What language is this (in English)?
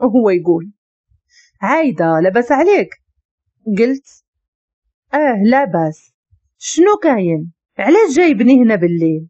Moroccan Arabic